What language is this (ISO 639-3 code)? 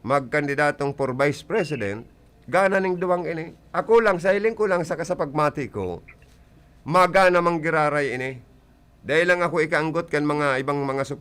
bik